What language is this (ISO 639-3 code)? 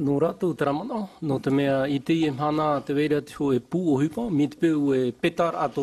tah